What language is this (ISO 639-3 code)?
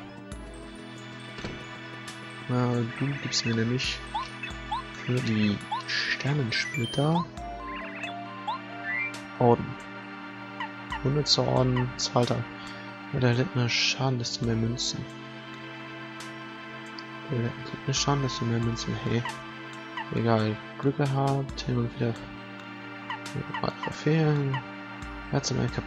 deu